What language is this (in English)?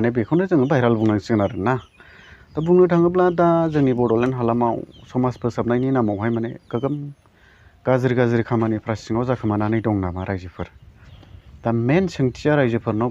Bodo